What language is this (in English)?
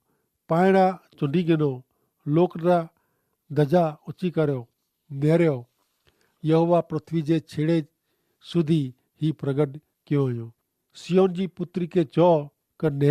Kachhi